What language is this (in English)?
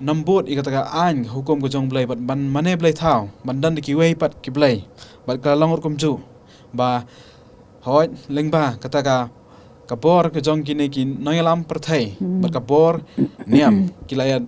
Khasi